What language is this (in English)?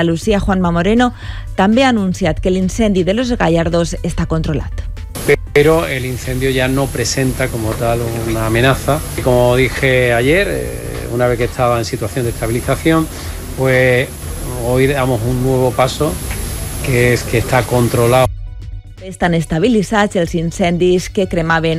Catalan